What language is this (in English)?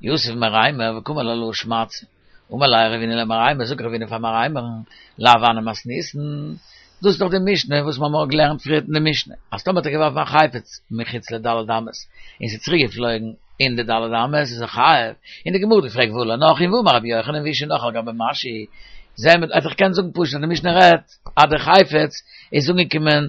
Yiddish